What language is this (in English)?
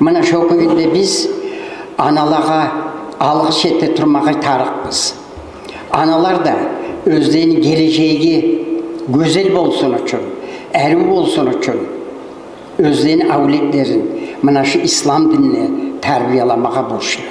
Kumyk